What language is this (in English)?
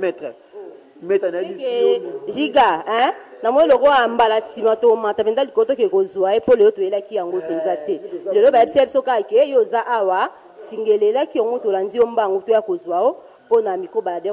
Lingala